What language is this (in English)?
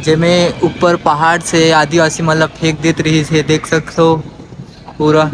Chhattisgarhi